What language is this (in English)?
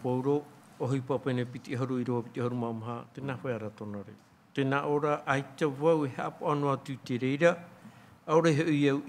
Tahitian